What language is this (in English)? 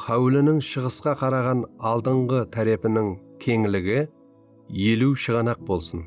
Kara-Kalpak